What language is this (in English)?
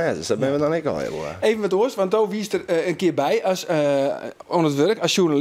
Western Frisian